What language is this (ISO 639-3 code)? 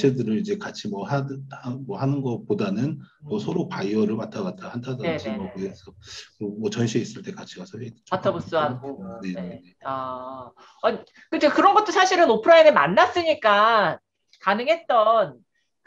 kor